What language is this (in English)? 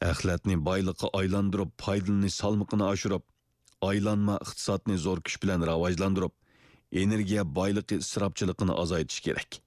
Uyghur